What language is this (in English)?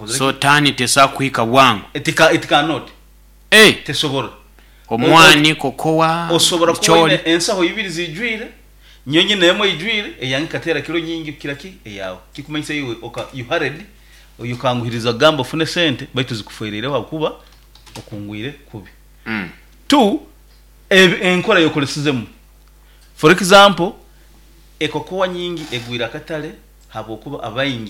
Nyoro